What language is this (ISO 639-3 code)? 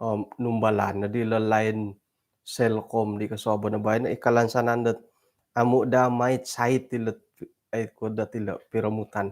dtp